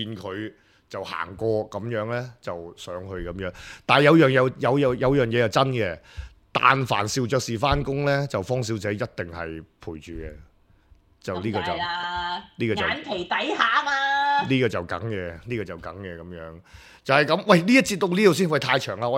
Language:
Cantonese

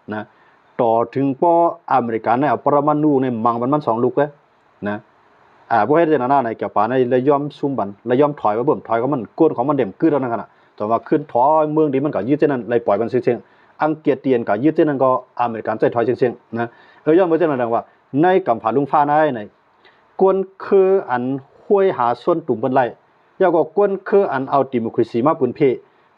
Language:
Shan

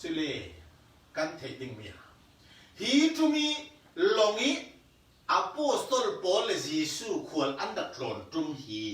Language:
Falam Chin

